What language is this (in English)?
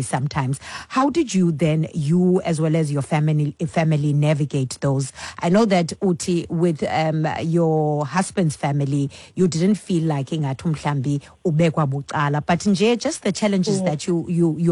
Xhosa